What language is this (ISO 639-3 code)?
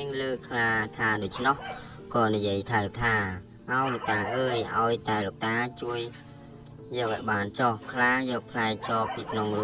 khm